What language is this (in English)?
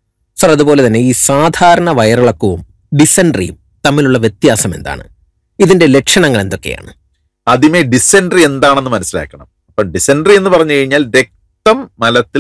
Malayalam